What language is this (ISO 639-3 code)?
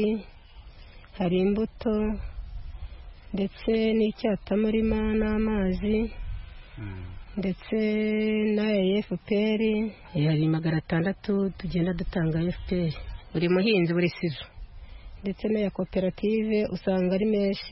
kin